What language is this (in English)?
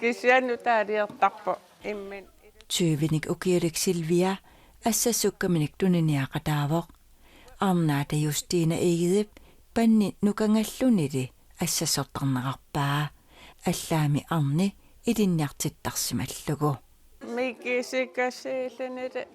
Kalaallisut